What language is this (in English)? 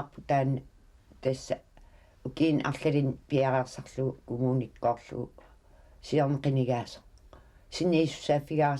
Kalaallisut